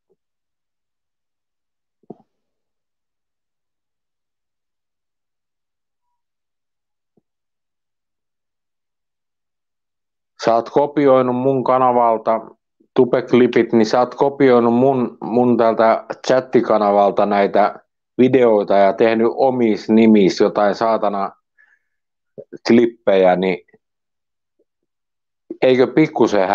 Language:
Finnish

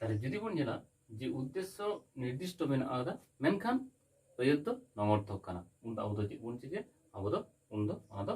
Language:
Santali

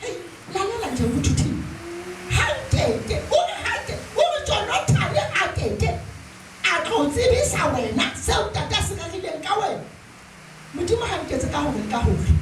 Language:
Zulu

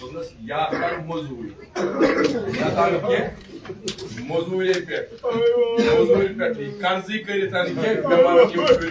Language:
Kashmiri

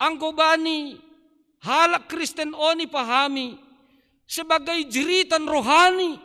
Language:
Batak Simalungun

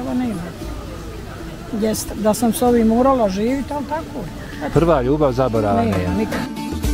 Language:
Bosnian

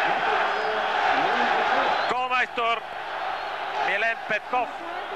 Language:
Bulgarian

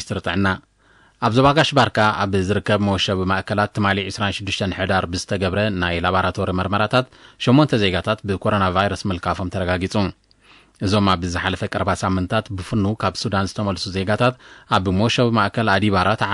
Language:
Tigrinya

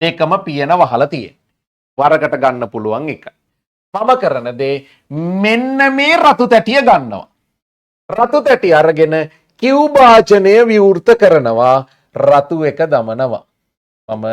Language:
Sinhala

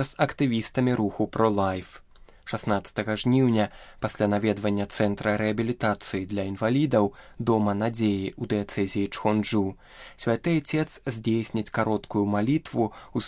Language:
Belarusian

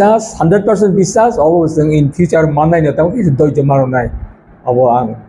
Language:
Kok Borok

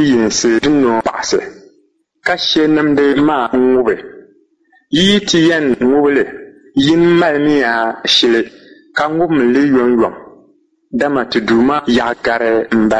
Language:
Dagbani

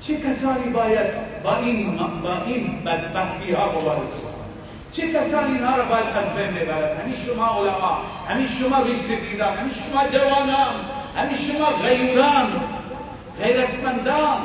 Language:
Persian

